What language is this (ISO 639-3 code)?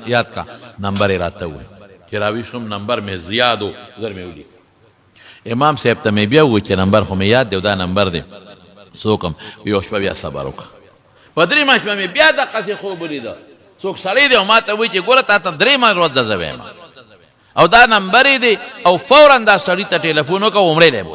pus